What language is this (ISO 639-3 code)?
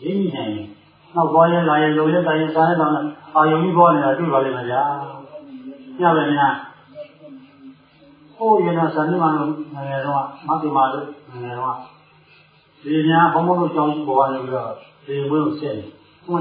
mya